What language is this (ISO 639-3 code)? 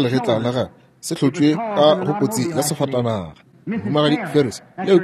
nso